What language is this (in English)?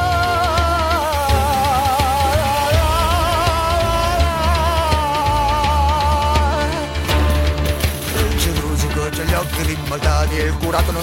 Italian